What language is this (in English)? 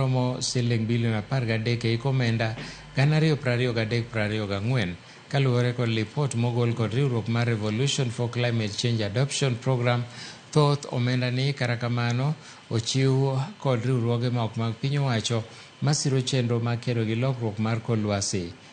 Luo (Kenya and Tanzania)